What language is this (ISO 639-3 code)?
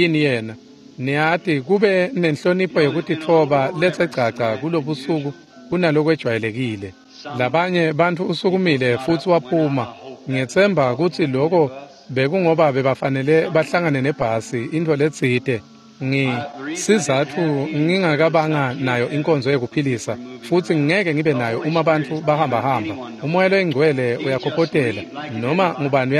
ssw